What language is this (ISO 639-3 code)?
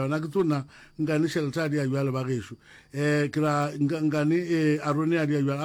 nso